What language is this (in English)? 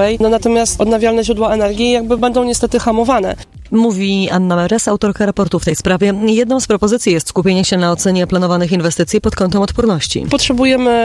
Polish